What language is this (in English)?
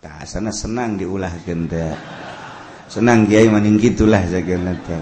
Sundanese